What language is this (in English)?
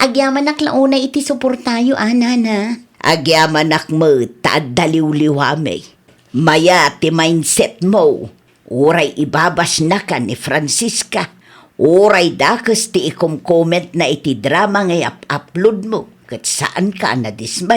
Iloko